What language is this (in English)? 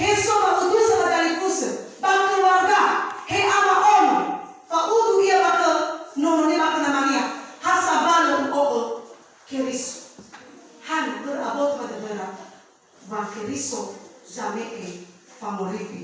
Nias